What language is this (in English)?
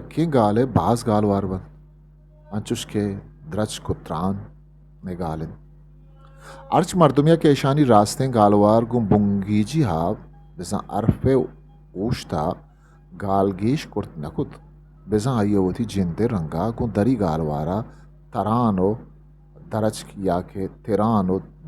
Eastern Balochi